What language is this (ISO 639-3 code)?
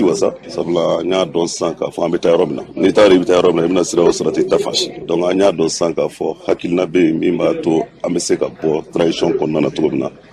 bam